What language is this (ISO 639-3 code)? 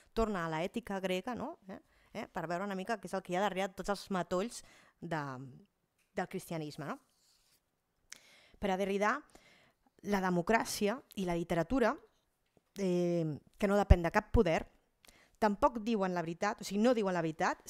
cat